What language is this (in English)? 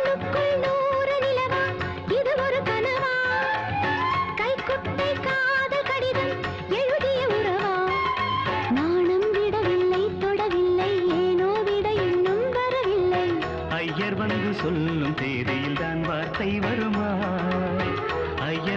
Tamil